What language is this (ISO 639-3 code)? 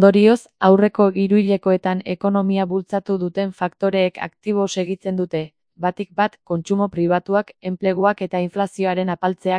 eus